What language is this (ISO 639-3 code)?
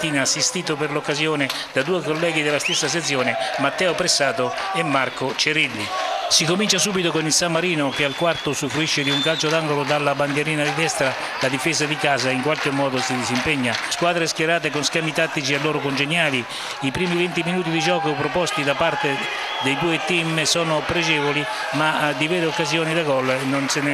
ita